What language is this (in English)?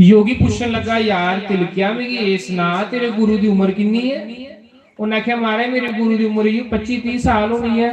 Dogri